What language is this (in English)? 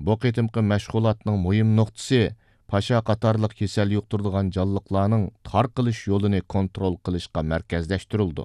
Uyghur